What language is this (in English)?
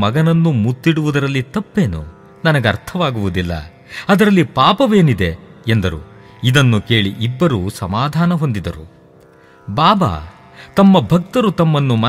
Kannada